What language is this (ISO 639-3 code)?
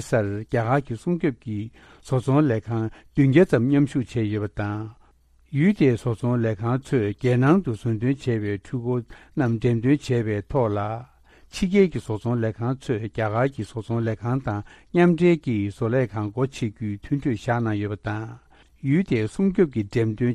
bod